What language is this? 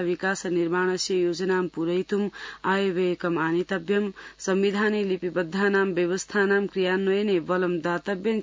Sanskrit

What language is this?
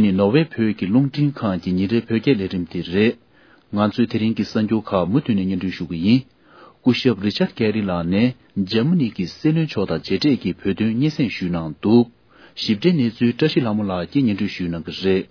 Tibetan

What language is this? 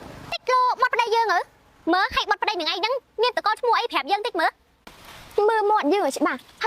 Khmer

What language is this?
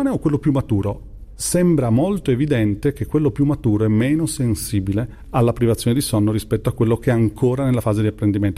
Italian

